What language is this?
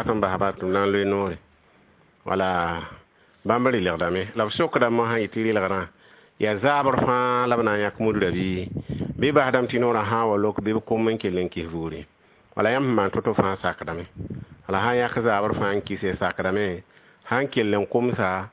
Mossi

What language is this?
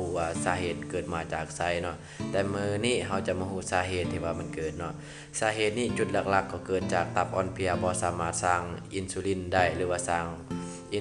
Lao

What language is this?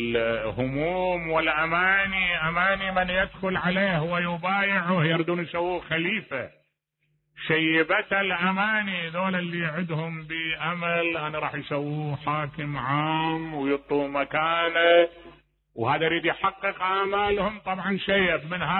Mesopotamian Arabic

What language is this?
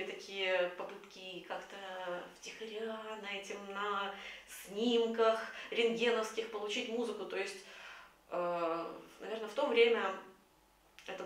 Russian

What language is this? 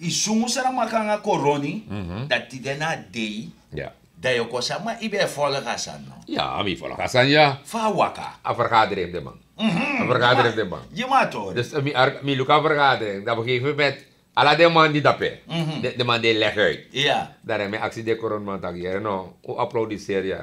Sranan Tongo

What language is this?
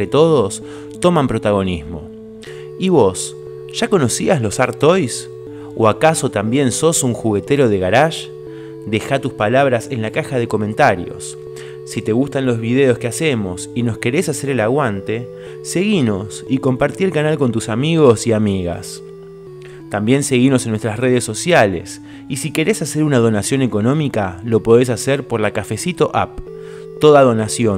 Spanish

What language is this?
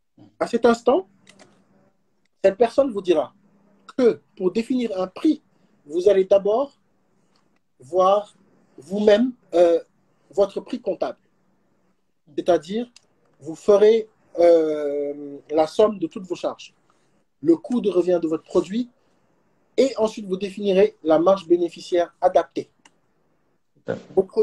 French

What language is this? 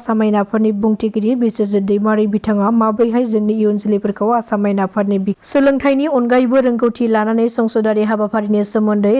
Bodo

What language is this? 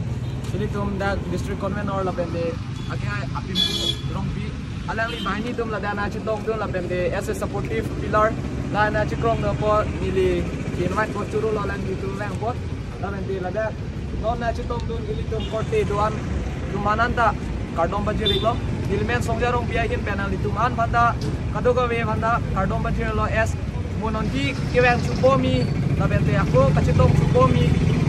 Karbi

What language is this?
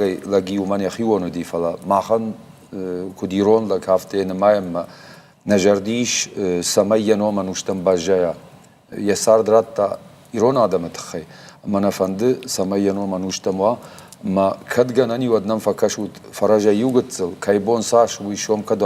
Ossetic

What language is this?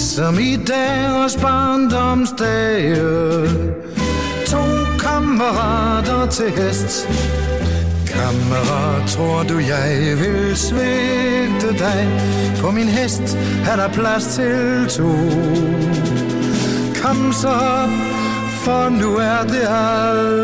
Danish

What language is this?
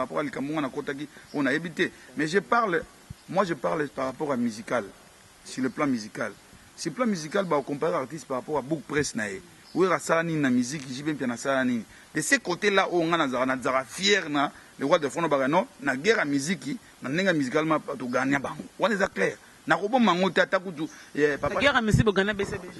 Lingala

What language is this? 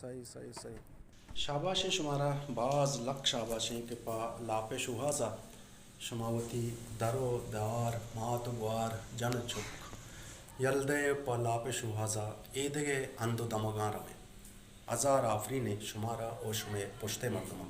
Baluchi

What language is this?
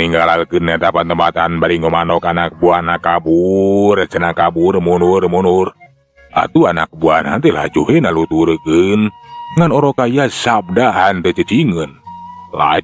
Sundanese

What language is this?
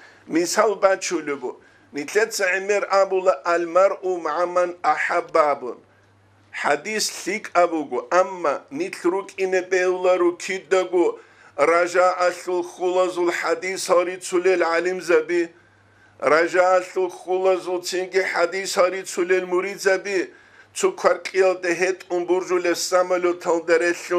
Avaric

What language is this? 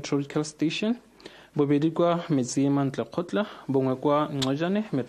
Tswana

